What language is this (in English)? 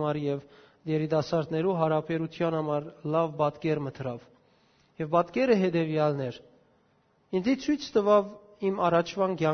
Western Armenian